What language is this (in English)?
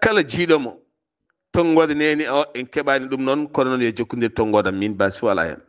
Fula